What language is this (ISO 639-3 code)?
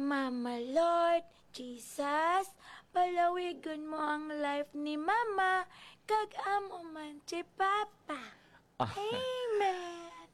hil